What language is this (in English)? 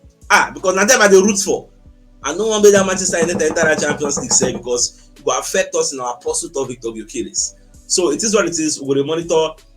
Nigerian Pidgin